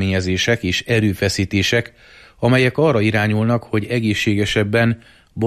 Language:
Hungarian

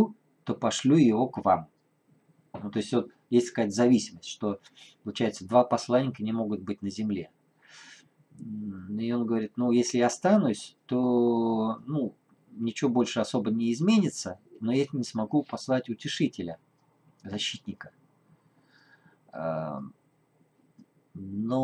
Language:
Russian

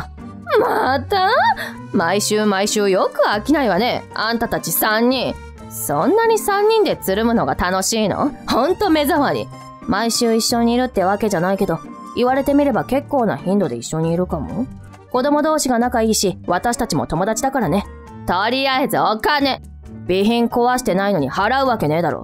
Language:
Japanese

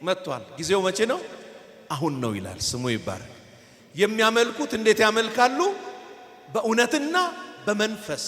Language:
Amharic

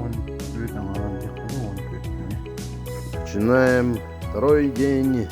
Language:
Yakut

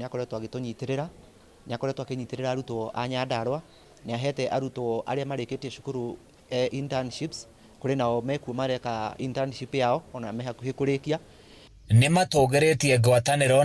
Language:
Kikuyu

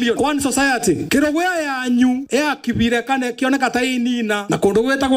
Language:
Kikuyu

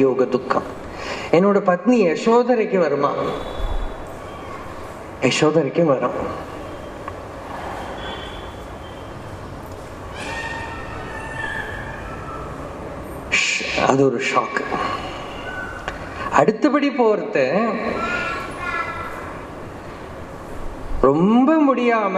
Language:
Tamil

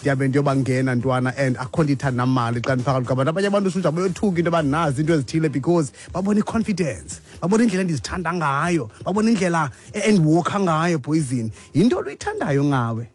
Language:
Xhosa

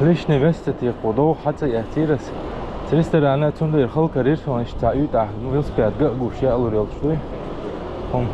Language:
Chechen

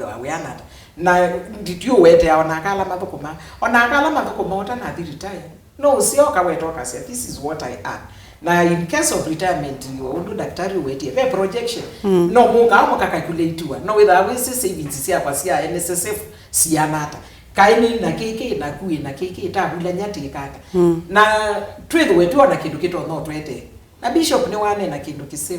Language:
Kamba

